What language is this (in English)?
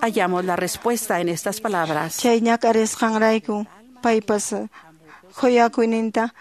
Quechua